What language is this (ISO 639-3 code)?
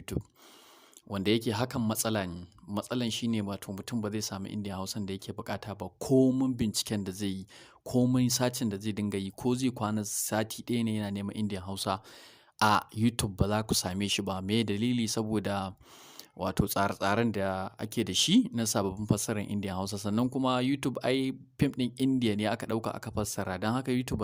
hau